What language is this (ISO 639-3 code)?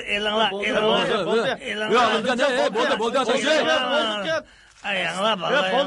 uig